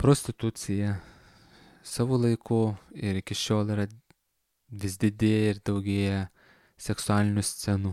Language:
Lithuanian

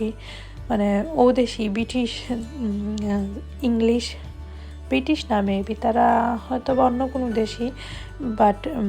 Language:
Sylheti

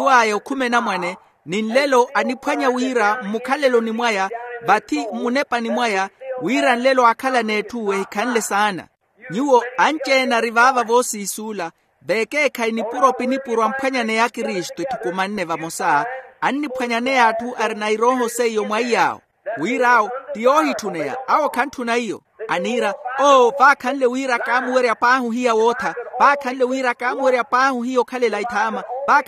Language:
Makhuwa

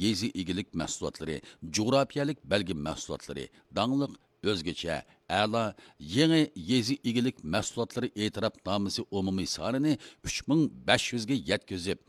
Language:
Uyghur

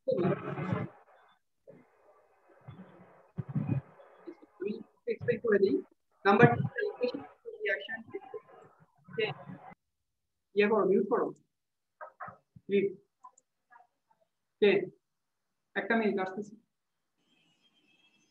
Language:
Bangla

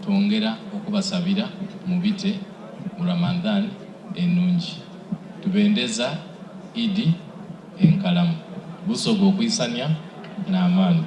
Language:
Soga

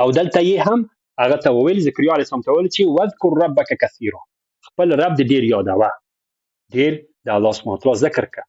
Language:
Pashto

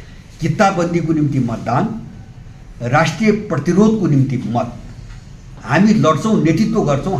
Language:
Nepali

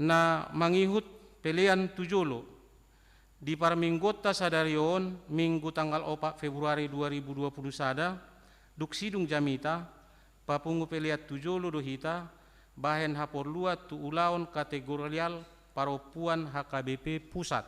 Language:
Batak Toba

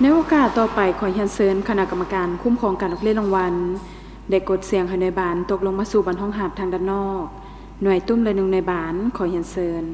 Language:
Lao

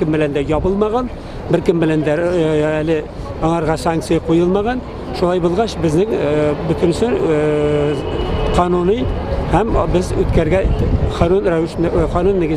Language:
Tatar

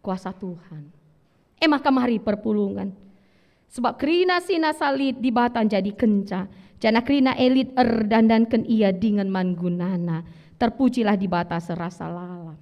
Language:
Batak Karo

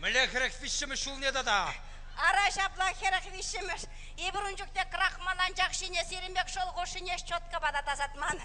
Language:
Chuvash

